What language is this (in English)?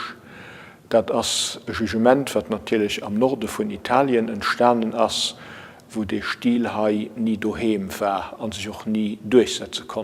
Luxembourgish